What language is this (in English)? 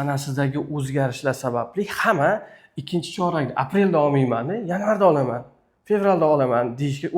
Uzbek